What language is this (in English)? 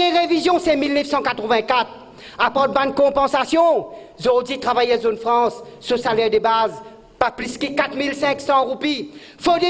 Morisyen